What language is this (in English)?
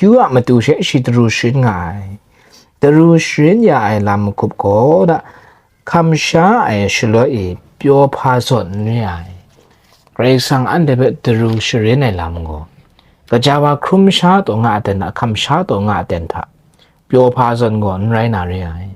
Kachin